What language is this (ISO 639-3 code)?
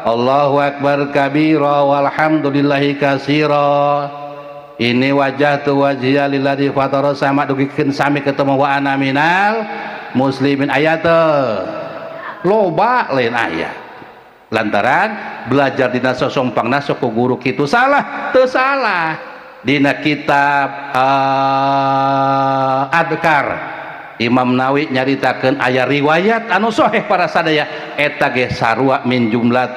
sun